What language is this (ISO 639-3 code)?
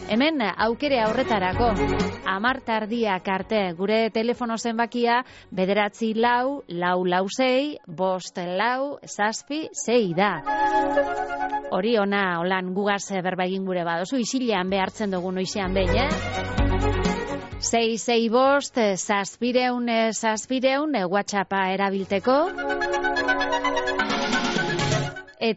eus